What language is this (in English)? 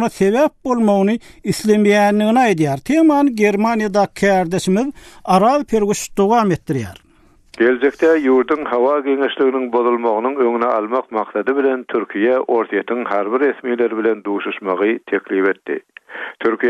Turkmen